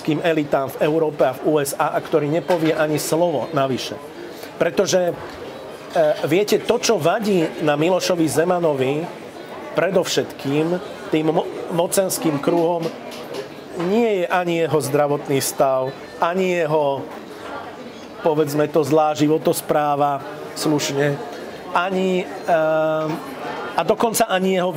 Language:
Slovak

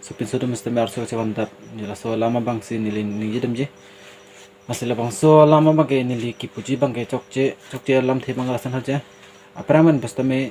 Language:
Karbi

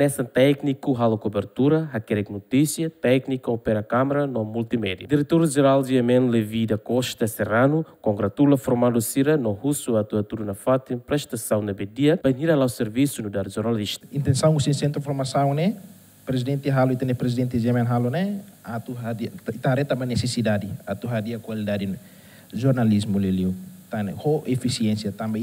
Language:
Tetum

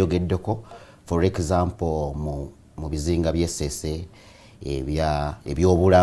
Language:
Ganda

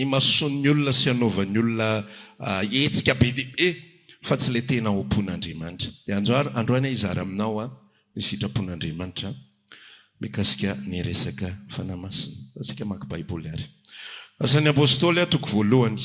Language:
Malagasy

